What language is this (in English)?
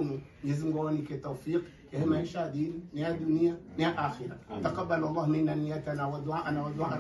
Swahili